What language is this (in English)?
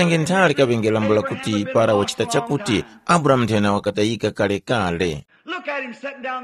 Tumbuka